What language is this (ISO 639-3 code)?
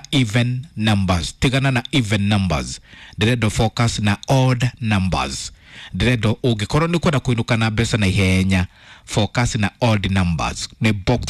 kik